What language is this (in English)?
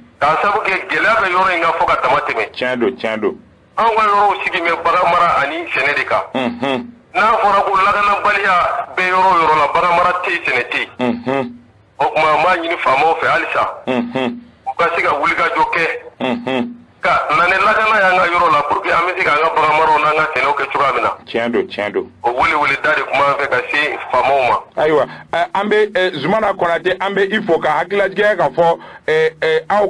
Bambara